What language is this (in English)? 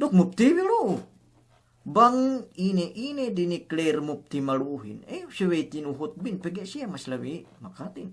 Yakan